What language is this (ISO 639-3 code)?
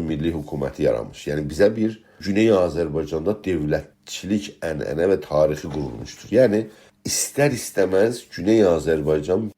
azb